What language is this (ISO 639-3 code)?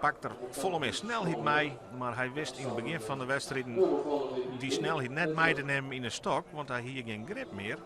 fry